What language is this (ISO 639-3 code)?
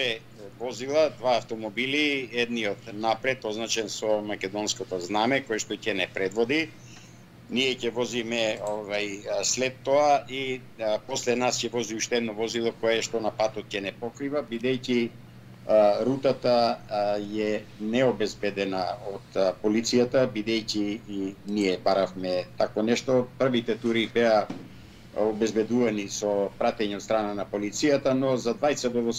mkd